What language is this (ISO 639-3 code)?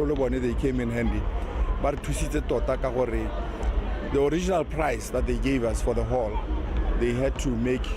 tsn